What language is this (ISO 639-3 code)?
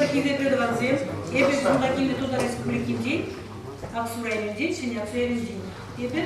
chv